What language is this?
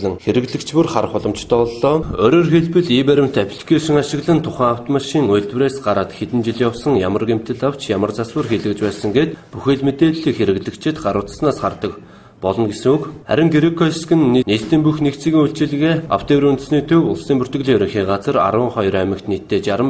Mongolian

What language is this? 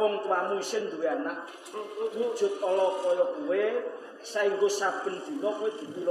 Javanese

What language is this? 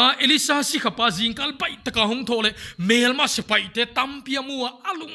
Paite Chin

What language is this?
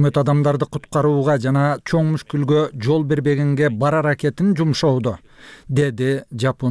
Kyrgyz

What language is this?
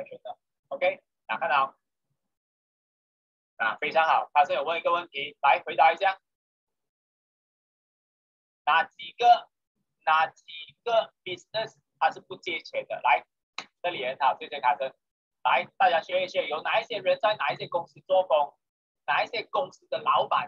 Chinese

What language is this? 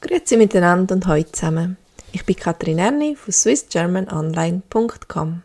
Swiss German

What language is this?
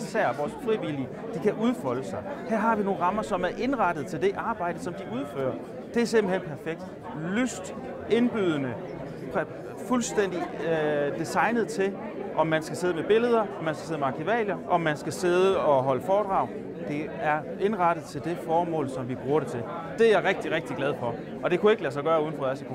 Danish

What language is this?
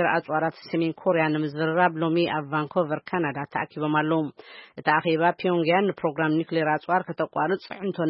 Tigrinya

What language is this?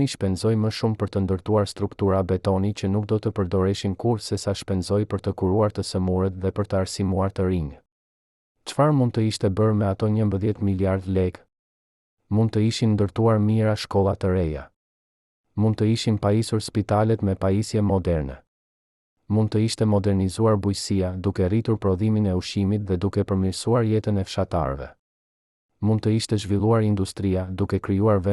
Albanian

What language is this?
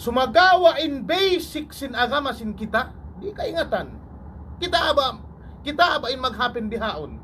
Tausug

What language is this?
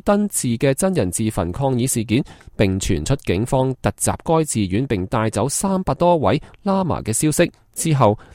Cantonese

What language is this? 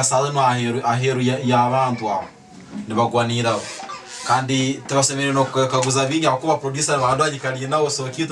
Tooro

